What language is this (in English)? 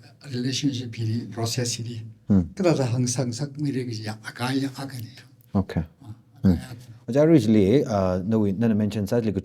Tangkhul Naga (India)